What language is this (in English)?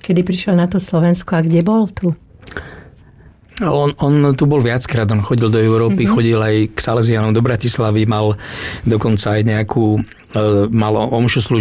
Slovak